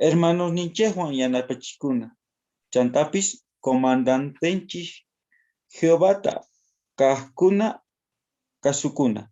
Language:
South Bolivian Quechua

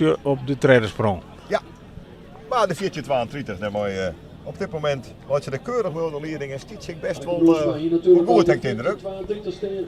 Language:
Western Frisian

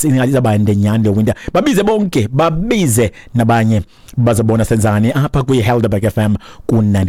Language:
Xhosa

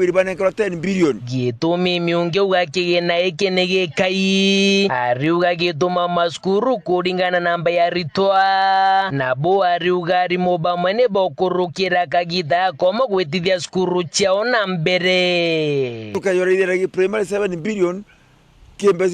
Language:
Meru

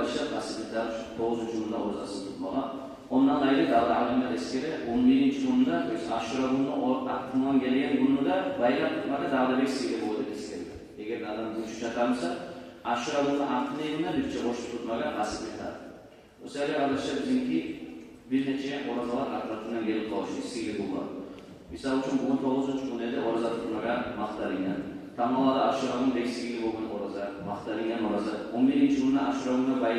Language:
Kumyk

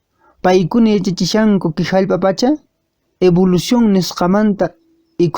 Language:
Quechua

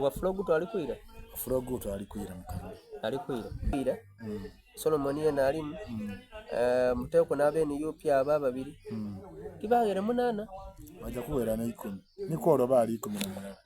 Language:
Soga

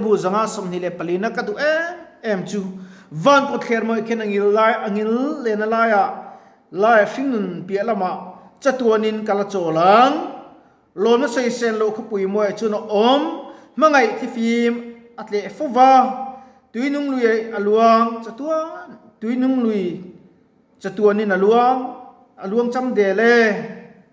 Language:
Mizo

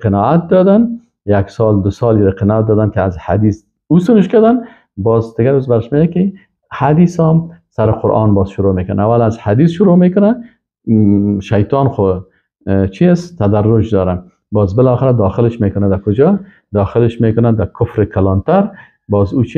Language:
Persian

